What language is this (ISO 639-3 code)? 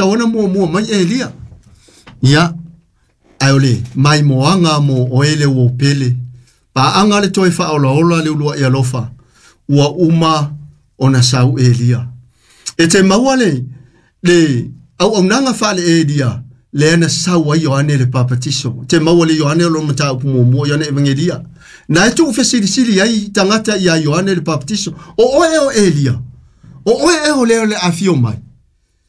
smo